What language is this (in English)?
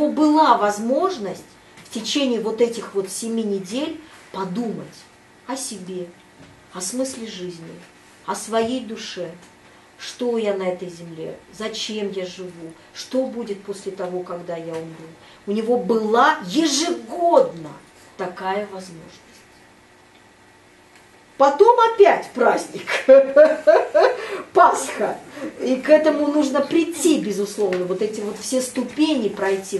Russian